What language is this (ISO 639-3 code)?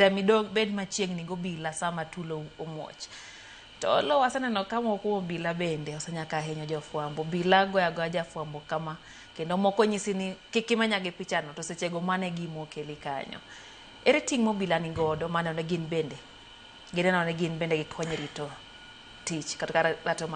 luo